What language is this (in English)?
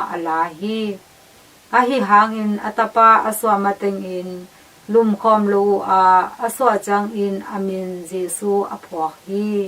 Tedim Chin